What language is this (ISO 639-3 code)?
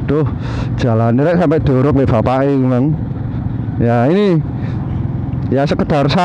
ind